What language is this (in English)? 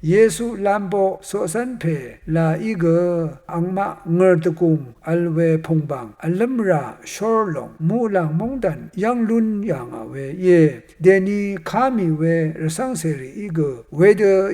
Rawang